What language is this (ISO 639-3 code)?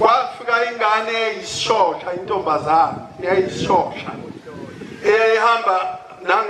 zul